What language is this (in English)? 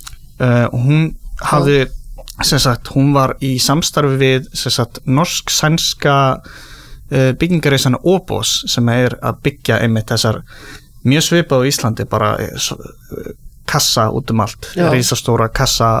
Icelandic